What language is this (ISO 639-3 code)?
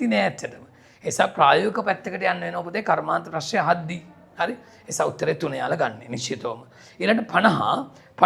sin